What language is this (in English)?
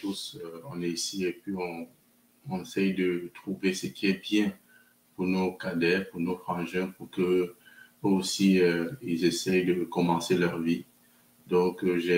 French